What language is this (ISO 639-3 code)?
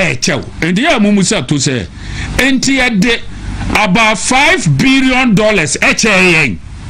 aka